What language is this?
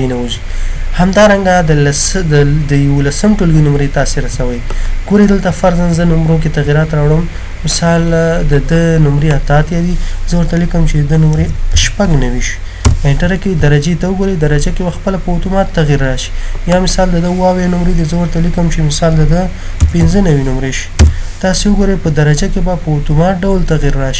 Pashto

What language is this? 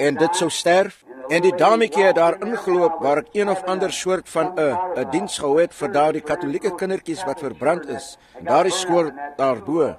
Afrikaans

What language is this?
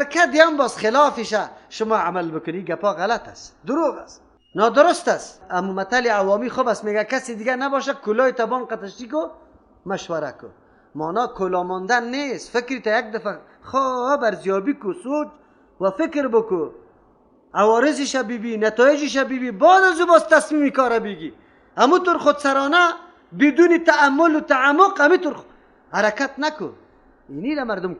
Persian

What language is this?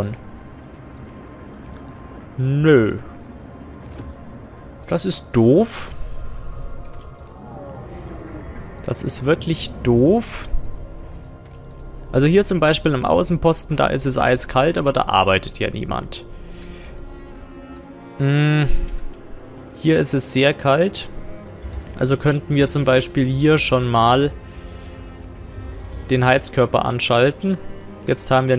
German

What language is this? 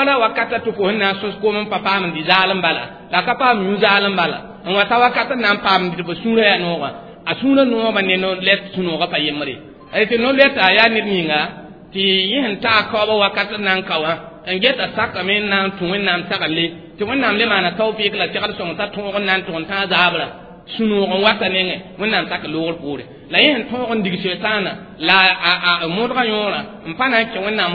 Mossi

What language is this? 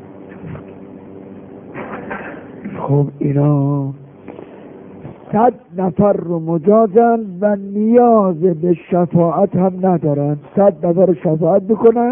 Persian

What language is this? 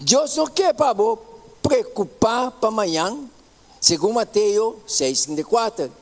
Papiamento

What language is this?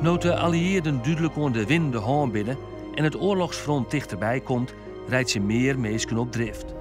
Western Frisian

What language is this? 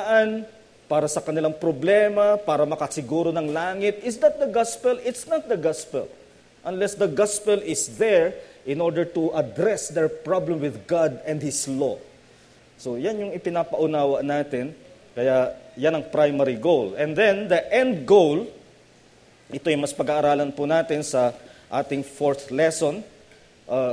Filipino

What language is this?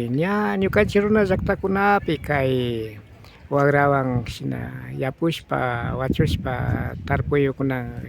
Imbabura Highland Quichua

